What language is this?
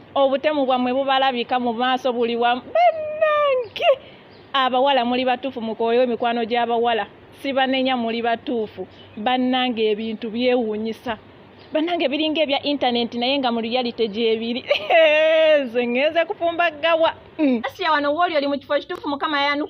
Ganda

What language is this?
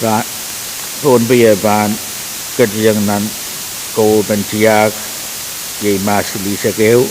Pohnpeian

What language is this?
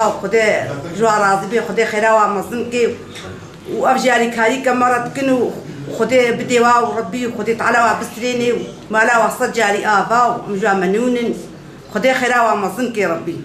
Kurdish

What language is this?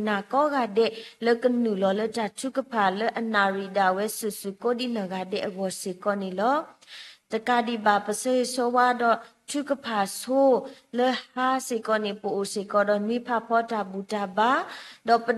S'gaw Karen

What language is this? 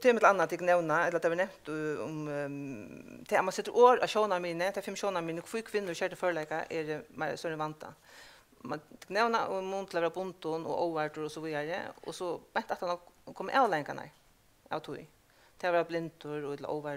Faroese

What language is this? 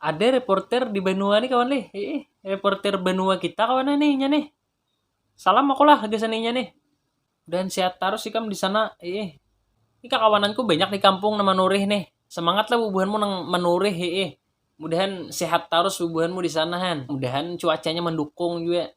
Banjar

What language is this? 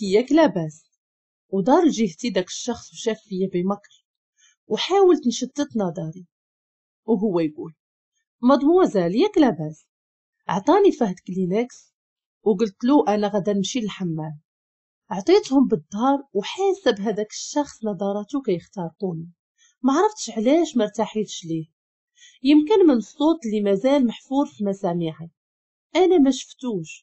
Moroccan Arabic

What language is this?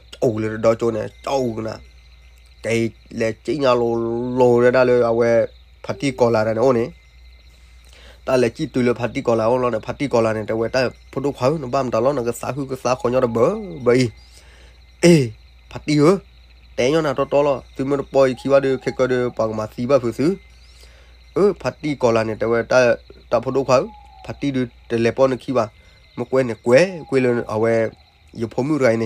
S'gaw Karen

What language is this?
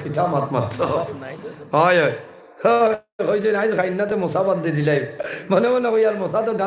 Sylheti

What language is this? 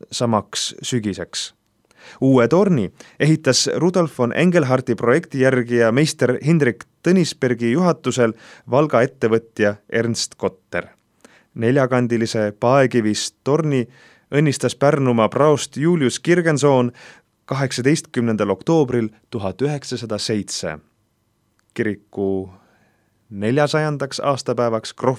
Estonian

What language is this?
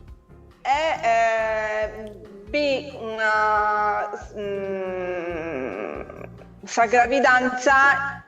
Sardinian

